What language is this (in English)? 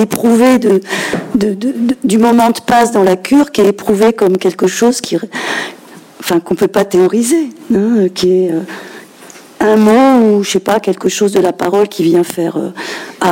French